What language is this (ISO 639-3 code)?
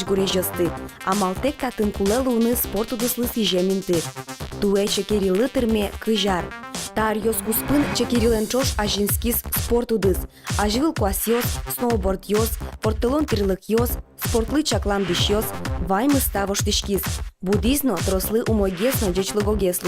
udm